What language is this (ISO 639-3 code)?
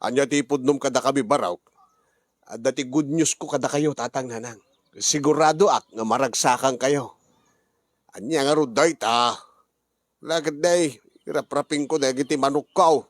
ilo